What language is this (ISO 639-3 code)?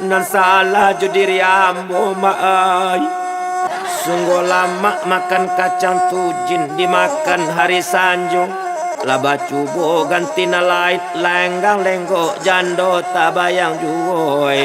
min